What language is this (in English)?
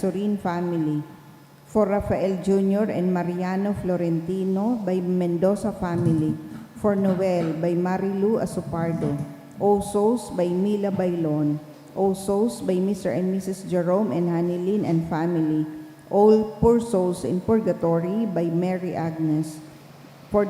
Bikol